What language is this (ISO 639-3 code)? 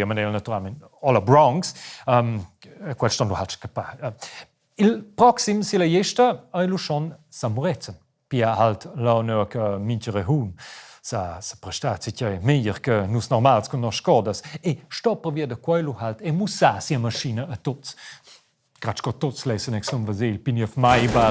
roh